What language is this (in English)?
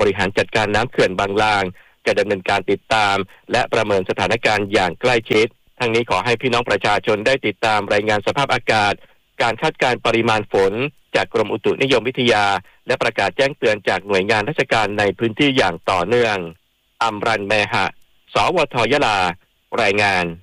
Thai